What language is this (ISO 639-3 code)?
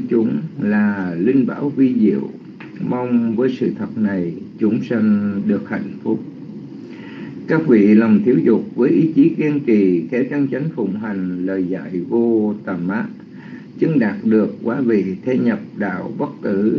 vie